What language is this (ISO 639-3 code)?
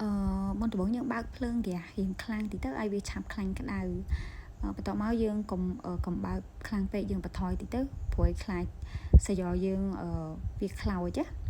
khm